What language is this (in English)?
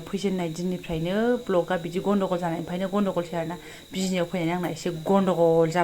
Bodo